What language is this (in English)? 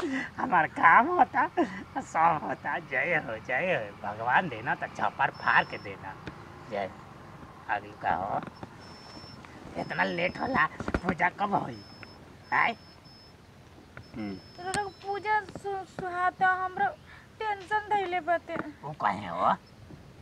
Bhojpuri